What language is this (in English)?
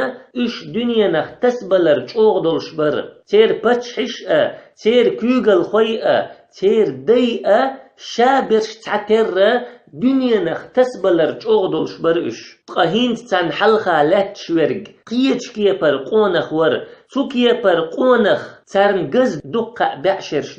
Chechen